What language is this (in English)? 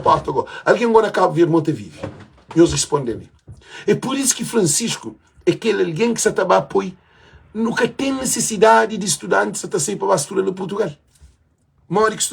Kabuverdianu